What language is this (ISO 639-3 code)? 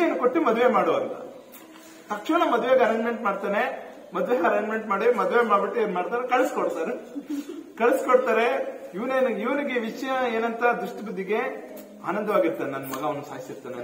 kan